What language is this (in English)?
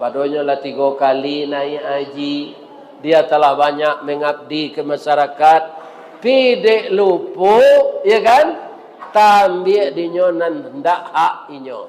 Minangkabau